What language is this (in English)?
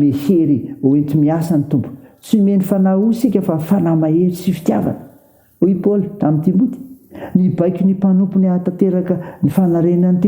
Malagasy